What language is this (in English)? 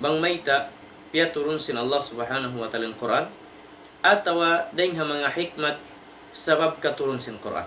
Tausug